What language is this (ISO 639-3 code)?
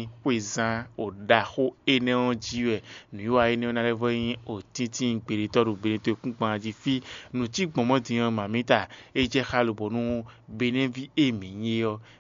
fon